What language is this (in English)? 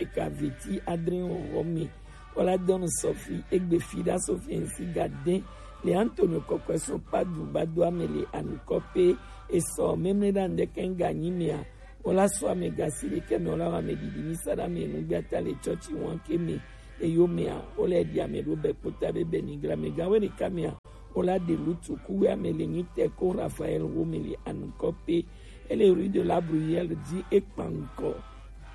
Gen